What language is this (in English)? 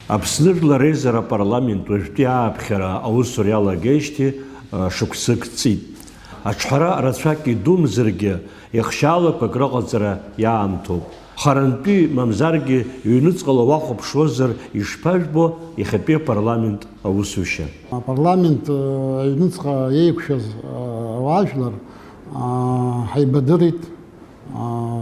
Abkhazian